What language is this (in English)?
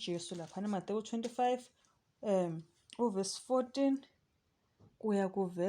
Zulu